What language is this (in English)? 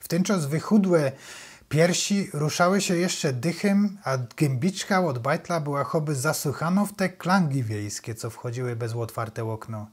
Silesian